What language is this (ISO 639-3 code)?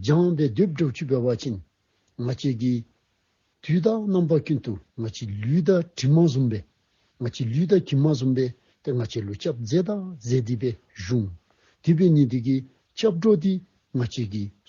dzo